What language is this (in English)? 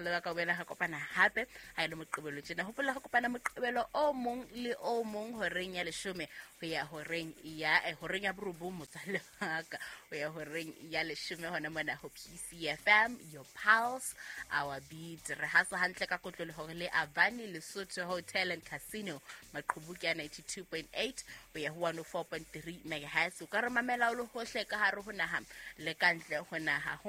Southern Sotho